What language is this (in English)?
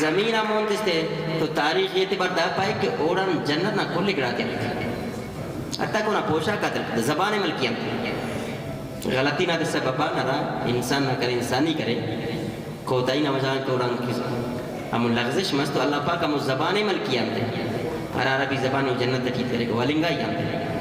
Brahui